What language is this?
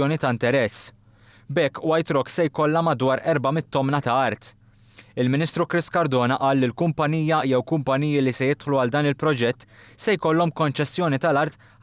Maltese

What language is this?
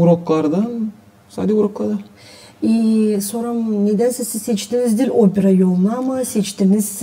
Gagauz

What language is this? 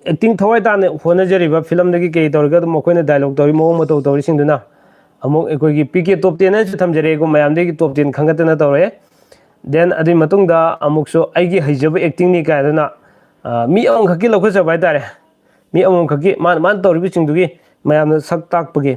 Manipuri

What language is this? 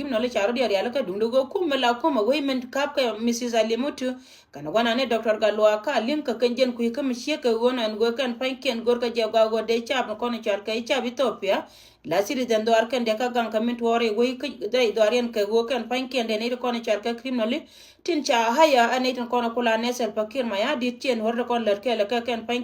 Nuer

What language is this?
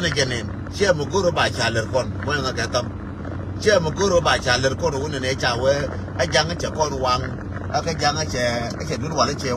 Nuer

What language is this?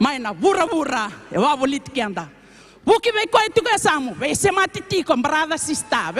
Fijian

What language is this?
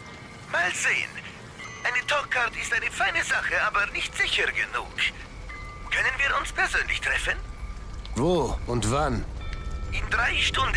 Bavarian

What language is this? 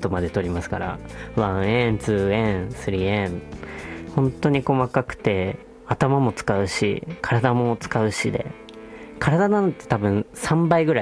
Japanese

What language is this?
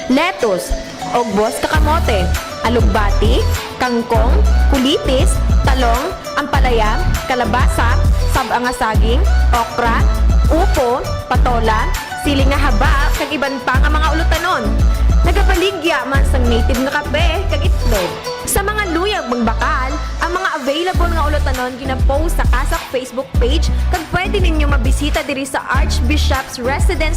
Hiligaynon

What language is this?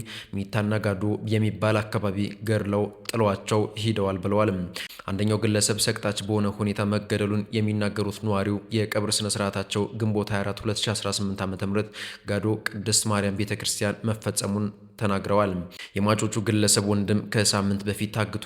Amharic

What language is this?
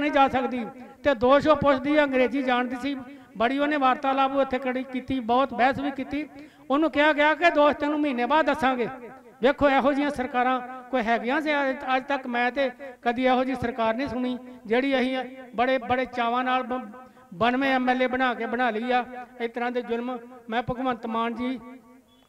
Punjabi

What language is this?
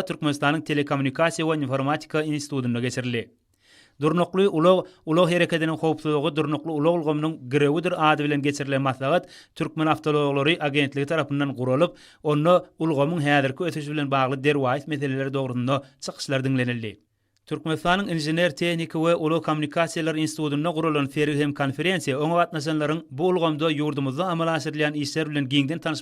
Turkmen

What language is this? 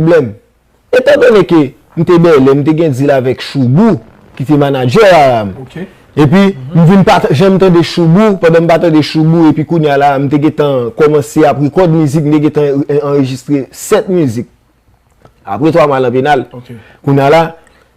Haitian Creole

